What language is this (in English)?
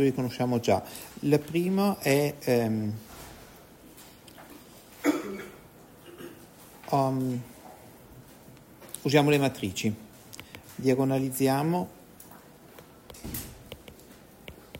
Italian